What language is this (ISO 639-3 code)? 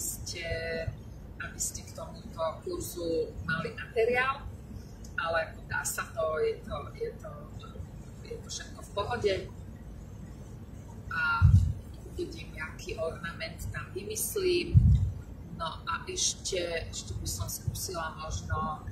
slk